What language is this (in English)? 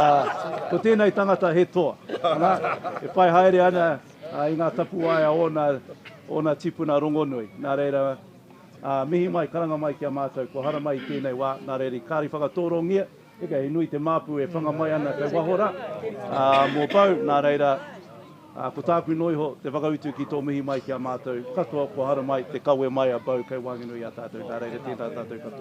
Māori